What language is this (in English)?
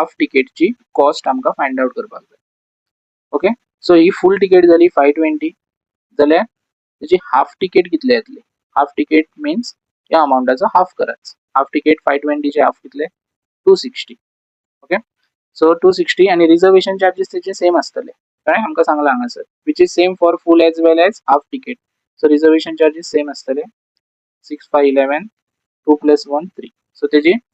Konkani